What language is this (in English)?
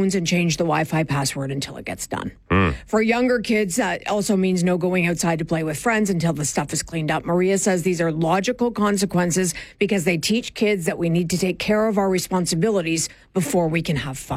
English